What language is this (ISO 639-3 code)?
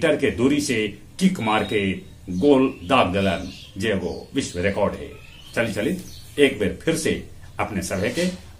mag